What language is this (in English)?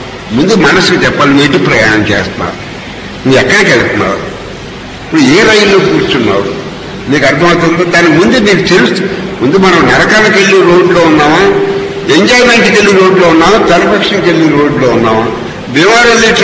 Telugu